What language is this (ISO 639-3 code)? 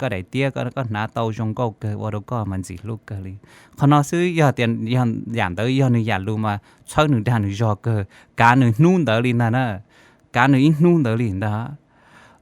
hmn